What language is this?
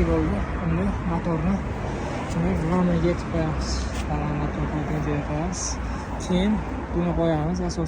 Uzbek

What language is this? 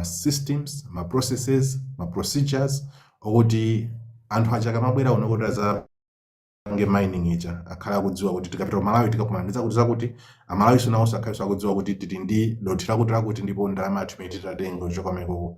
Nyanja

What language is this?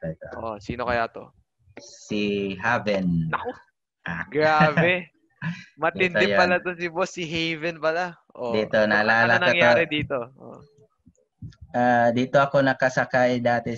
Filipino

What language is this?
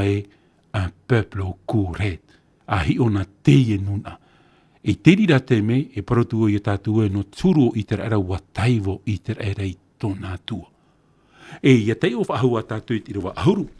Tahitian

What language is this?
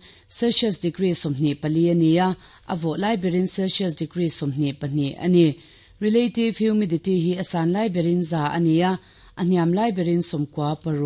Mizo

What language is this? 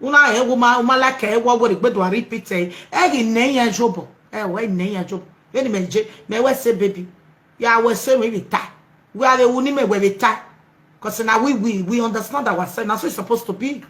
Nigerian Pidgin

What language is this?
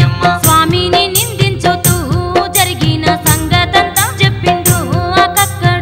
Telugu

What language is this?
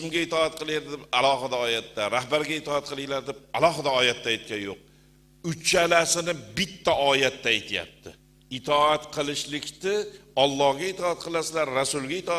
Uzbek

